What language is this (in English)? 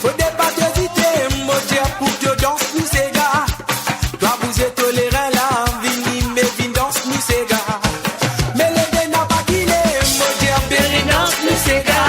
Morisyen